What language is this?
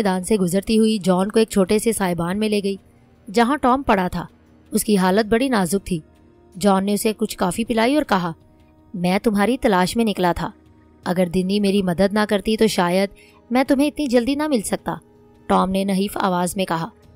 Urdu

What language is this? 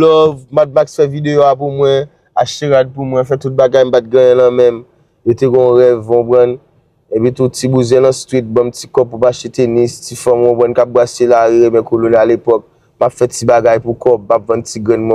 Haitian Creole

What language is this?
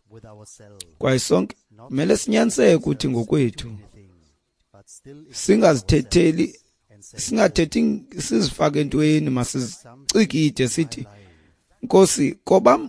Xhosa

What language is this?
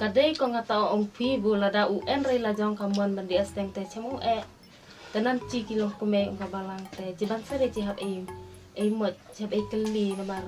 Khasi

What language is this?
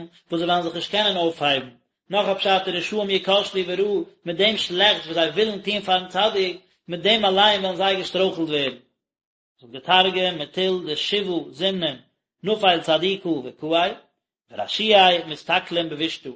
Yiddish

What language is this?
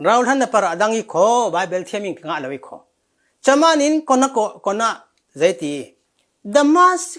Falam Chin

